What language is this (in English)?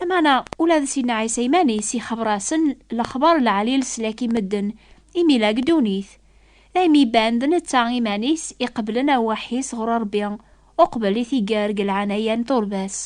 Kabyle